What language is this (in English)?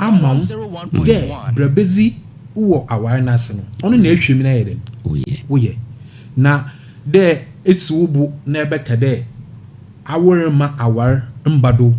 Akan